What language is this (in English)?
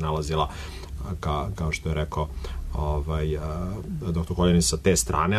Serbian